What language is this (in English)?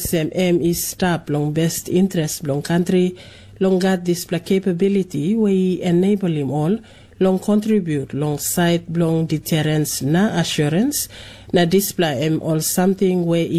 Tok Pisin